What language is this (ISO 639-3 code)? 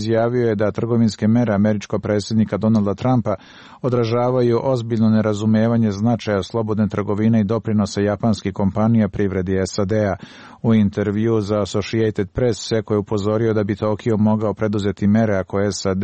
srp